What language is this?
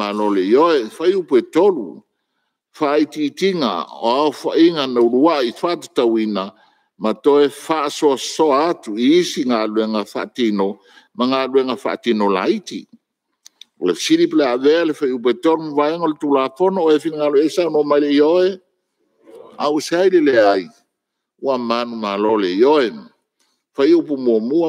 Samoan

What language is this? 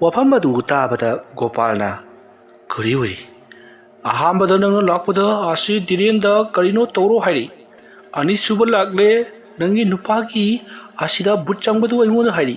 Manipuri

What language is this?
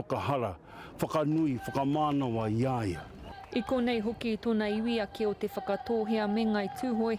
Māori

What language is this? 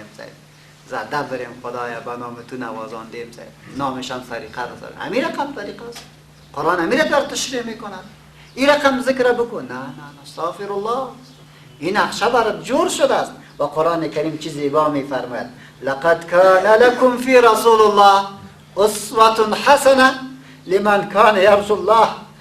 Persian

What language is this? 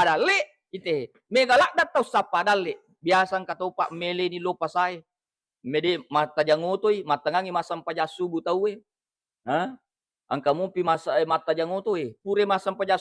Buginese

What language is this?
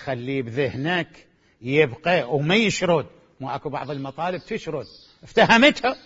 Mesopotamian Arabic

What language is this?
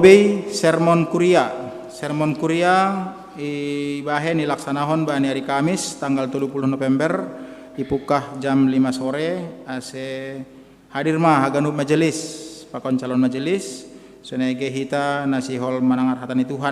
Batak Simalungun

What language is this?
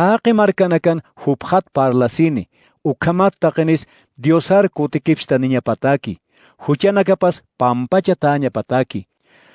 Aymara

